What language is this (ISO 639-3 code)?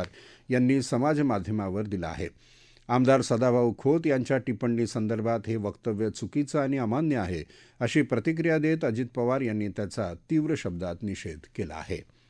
mar